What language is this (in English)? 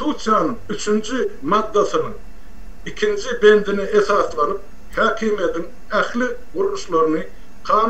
Turkmen